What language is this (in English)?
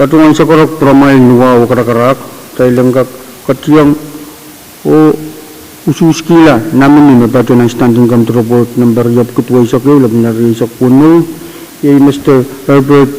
Pohnpeian